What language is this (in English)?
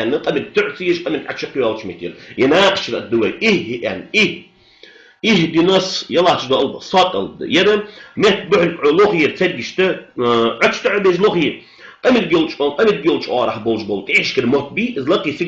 Ingush